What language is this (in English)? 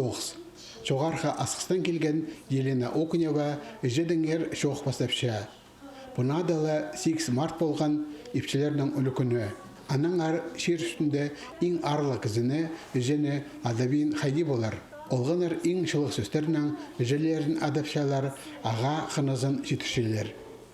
Khakas